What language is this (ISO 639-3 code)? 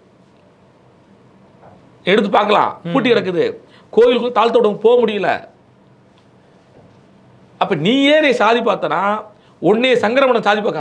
tam